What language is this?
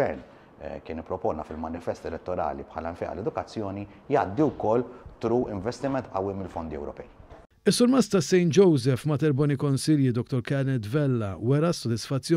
Maltese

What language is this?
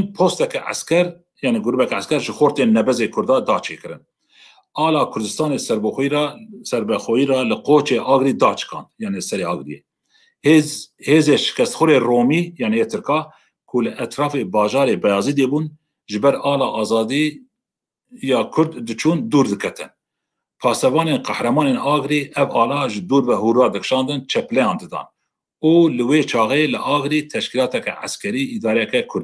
Kurdish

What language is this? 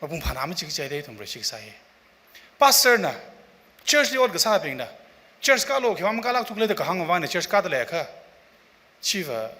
Tangkhul Naga (India)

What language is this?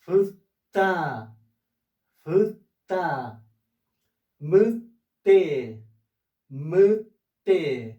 Mapuche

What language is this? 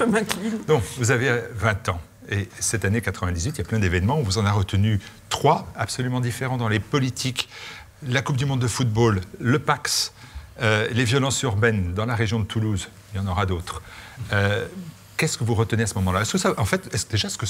French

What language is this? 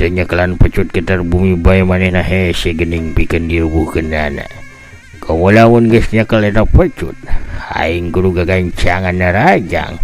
Sundanese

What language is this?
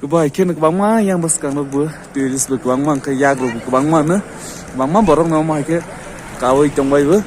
Kok Borok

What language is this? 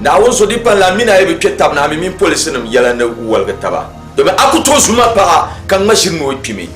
Dagbani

